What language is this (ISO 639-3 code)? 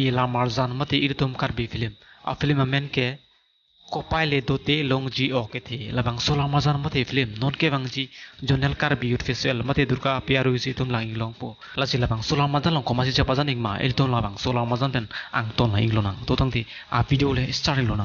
mjw